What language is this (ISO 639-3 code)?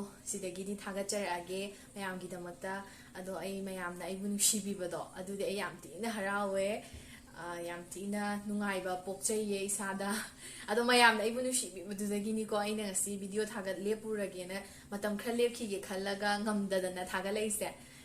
mni